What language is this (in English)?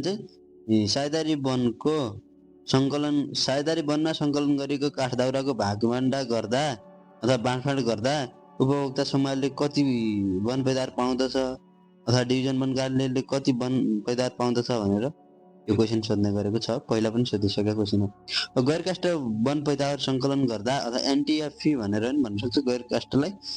Nepali